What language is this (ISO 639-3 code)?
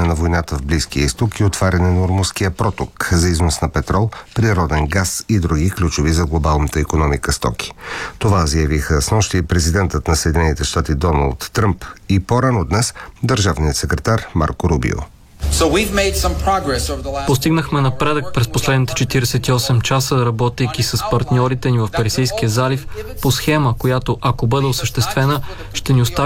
bul